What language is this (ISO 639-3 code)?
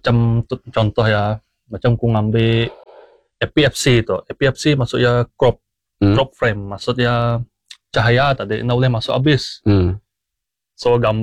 msa